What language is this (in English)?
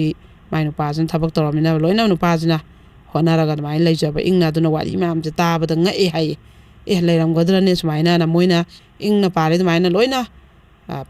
Manipuri